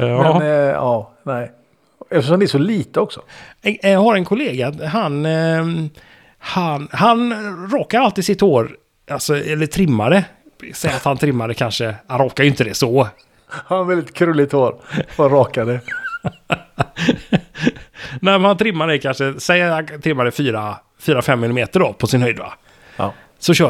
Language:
Swedish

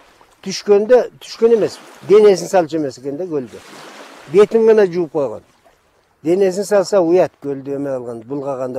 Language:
Kyrgyz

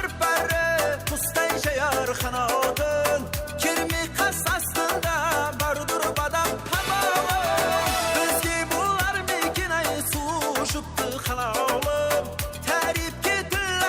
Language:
Kara-Kalpak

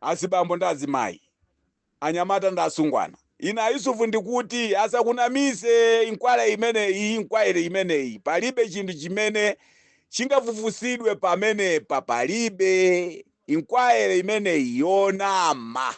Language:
Nyanja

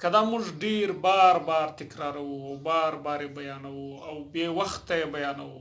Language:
Pashto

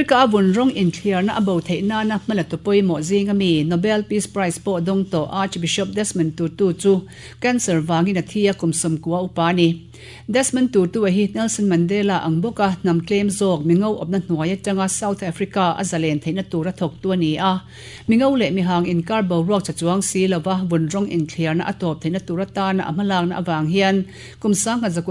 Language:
Mizo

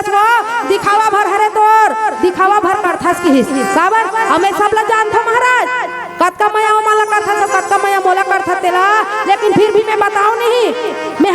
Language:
Chhattisgarhi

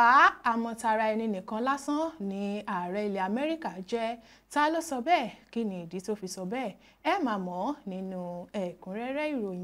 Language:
Yoruba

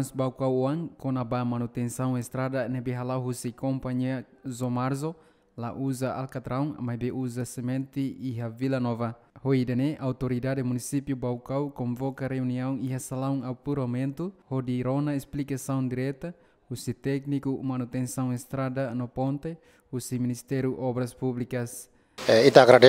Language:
Tetum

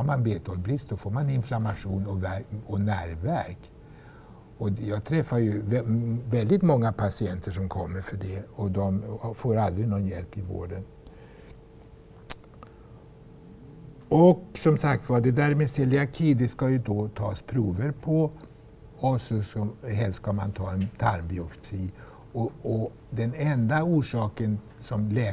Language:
Swedish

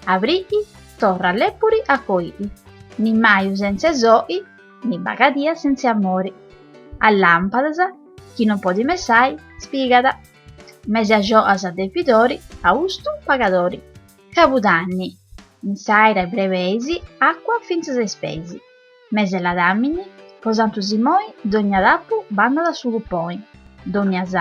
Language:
Sardinian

